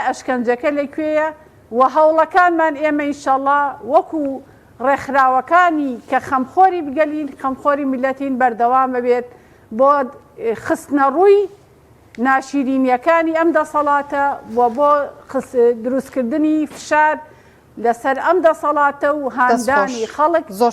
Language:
Central Kurdish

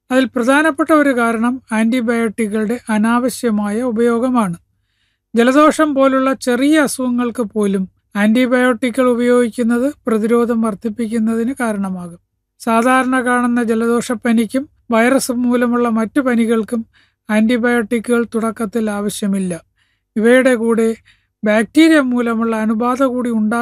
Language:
Malayalam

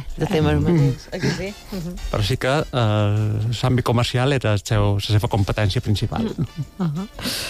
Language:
Catalan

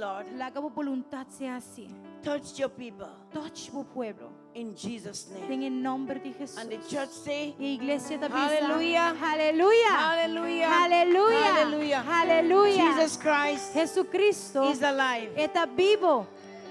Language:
Papiamento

